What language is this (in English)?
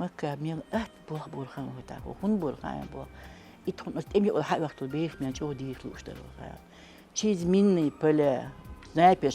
Chechen